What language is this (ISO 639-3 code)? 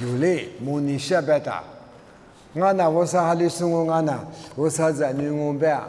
lis